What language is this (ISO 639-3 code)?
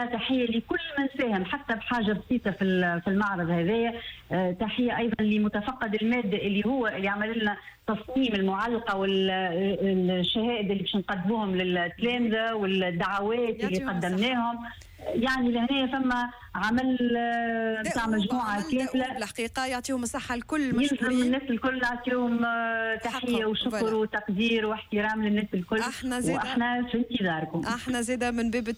aeb